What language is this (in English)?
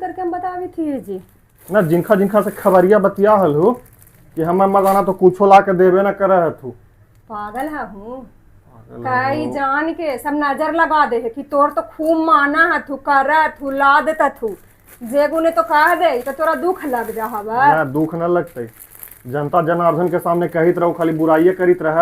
Magahi